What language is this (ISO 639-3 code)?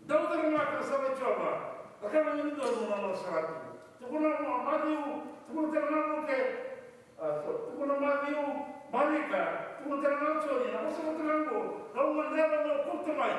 fij